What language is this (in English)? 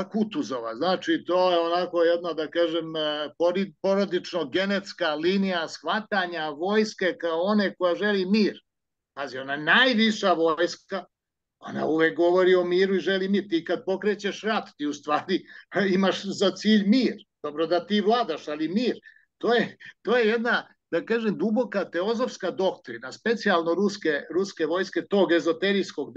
Serbian